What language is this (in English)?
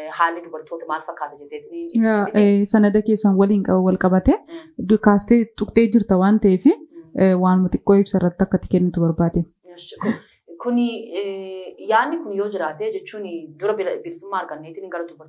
Oromo